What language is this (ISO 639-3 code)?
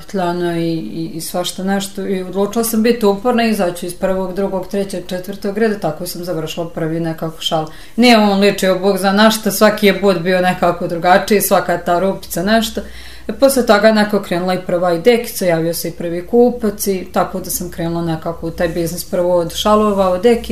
bos